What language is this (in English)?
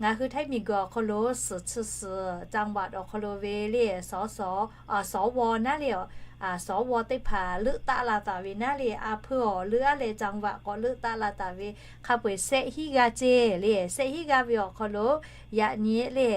Lahu